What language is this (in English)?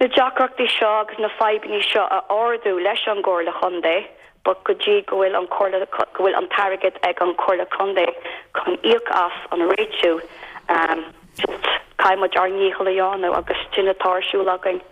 Irish